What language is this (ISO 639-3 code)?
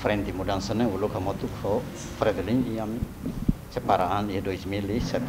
tet